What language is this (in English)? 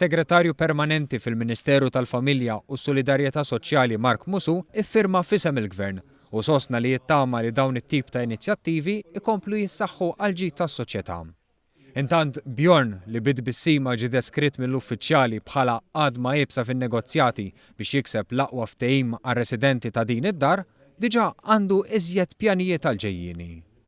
Maltese